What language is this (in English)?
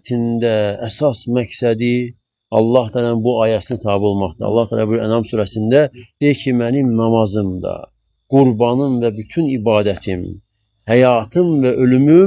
Azerbaijani